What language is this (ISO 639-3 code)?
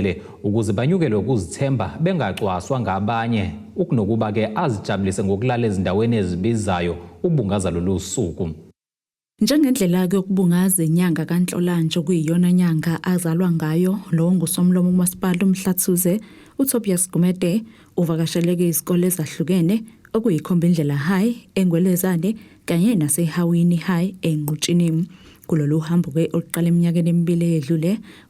zul